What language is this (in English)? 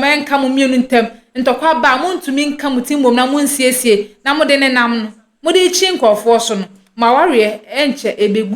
Akan